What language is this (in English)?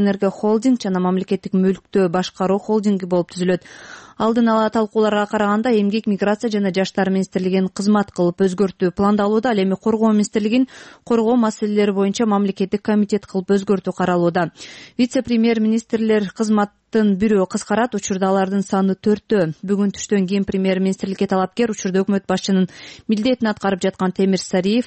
Kyrgyz